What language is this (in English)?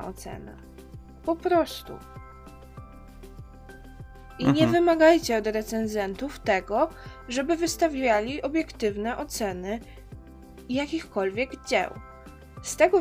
Polish